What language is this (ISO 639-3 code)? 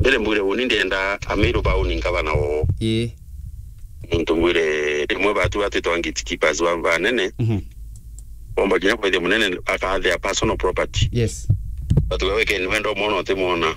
mer